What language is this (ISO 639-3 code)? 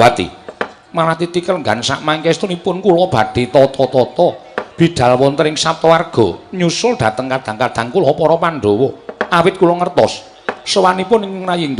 jav